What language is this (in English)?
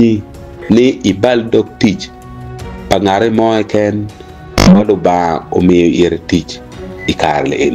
Acoli